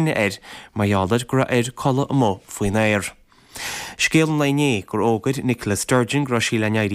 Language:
Irish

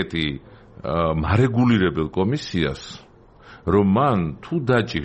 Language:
Georgian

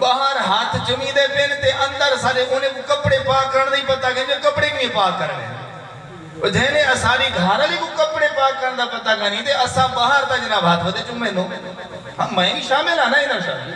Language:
Saraiki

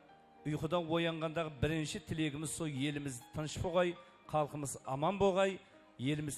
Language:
Kara-Kalpak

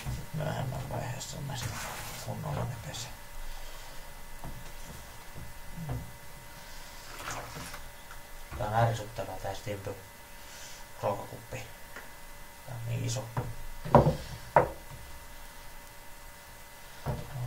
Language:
Finnish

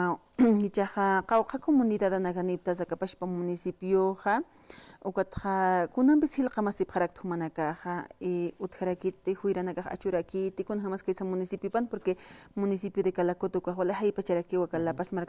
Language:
Aymara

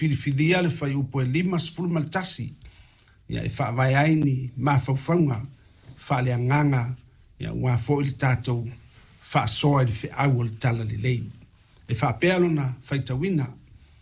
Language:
Samoan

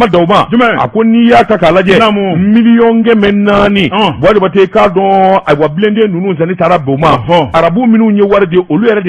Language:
Bambara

